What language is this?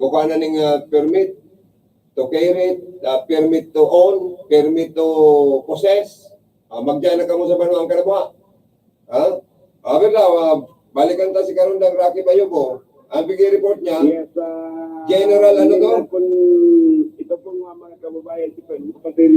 Bikol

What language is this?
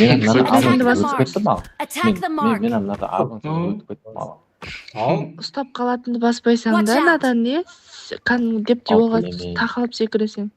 Kara-Kalpak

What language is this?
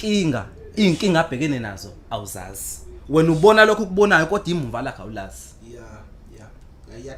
Zulu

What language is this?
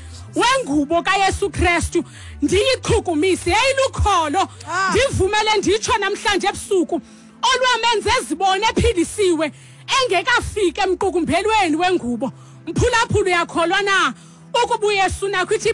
Xhosa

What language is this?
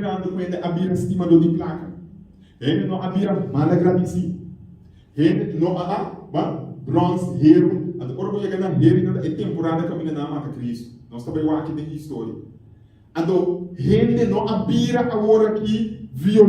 Papiamento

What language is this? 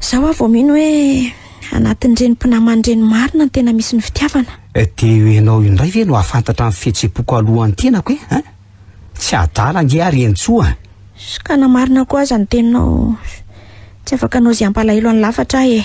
Malagasy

